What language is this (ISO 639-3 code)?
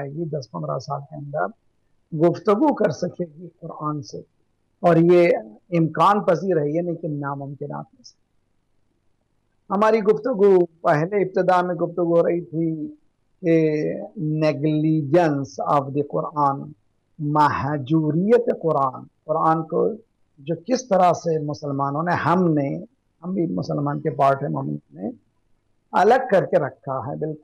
urd